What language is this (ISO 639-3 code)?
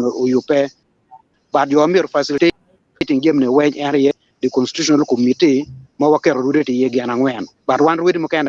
ach